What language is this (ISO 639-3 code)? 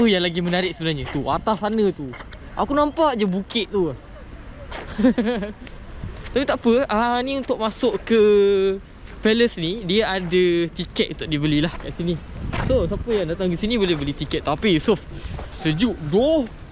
msa